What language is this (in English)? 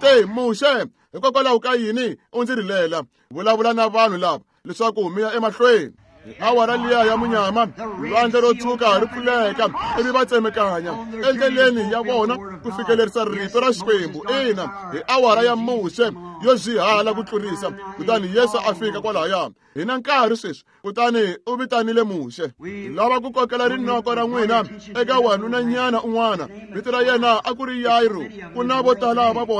Tsonga